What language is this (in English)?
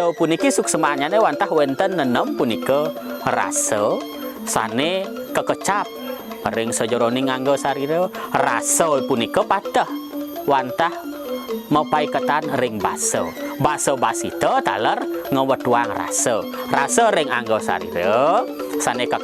Balinese